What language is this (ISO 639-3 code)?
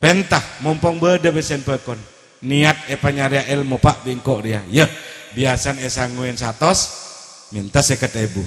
mad